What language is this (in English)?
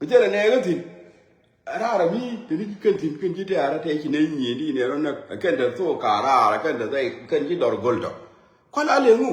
Nuer